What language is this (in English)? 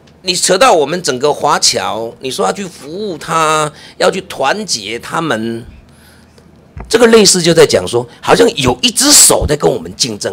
Chinese